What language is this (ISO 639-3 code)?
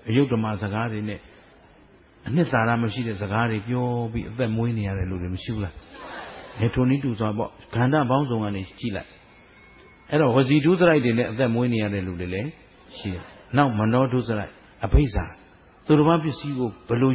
mya